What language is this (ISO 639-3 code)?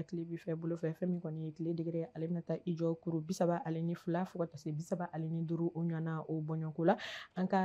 bam